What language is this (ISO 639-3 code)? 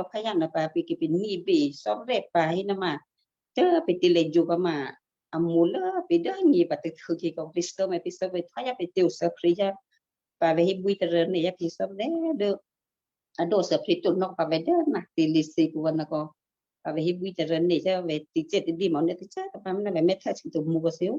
kyu